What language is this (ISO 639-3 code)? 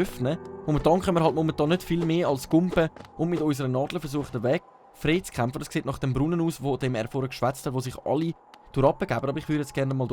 gsw